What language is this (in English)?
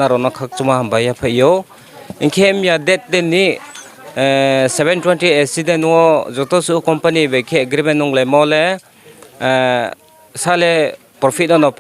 Riang (India)